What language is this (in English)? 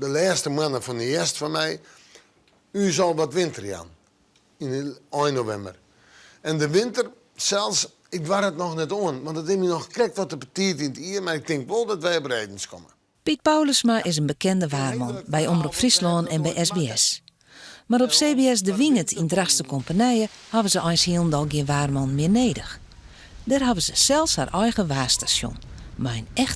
Western Frisian